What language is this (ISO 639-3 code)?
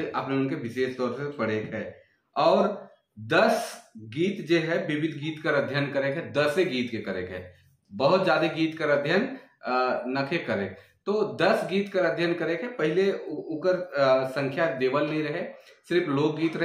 sck